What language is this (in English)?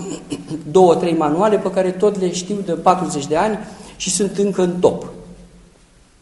Romanian